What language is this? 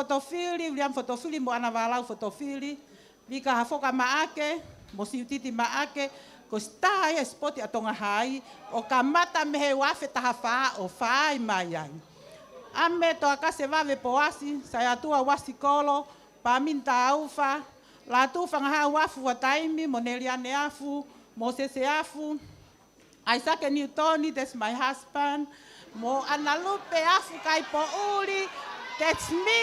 Tongan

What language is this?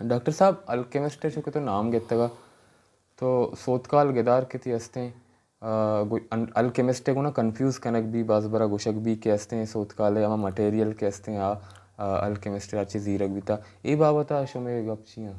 Baluchi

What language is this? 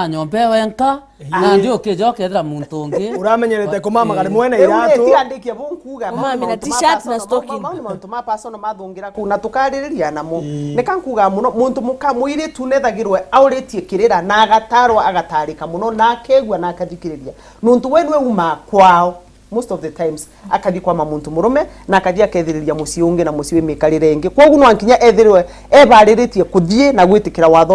Meru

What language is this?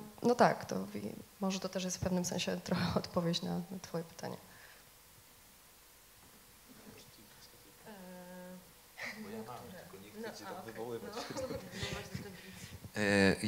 Polish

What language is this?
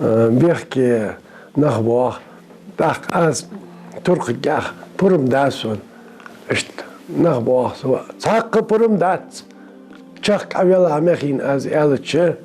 Ingush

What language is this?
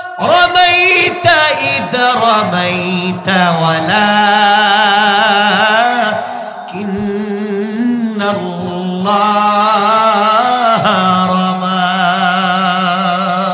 Bangla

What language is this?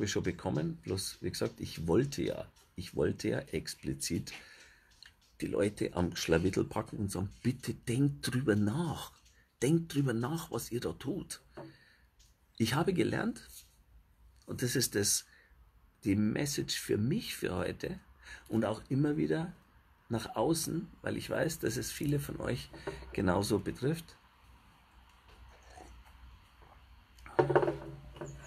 German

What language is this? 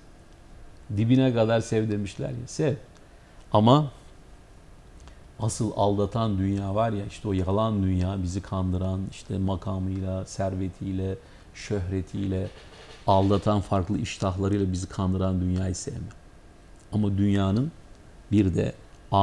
Turkish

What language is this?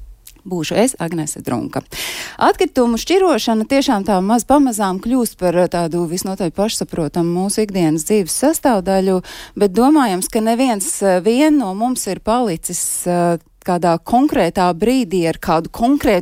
Latvian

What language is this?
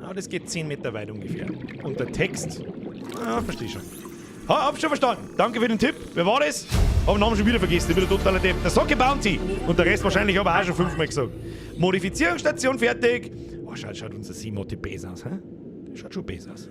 Bavarian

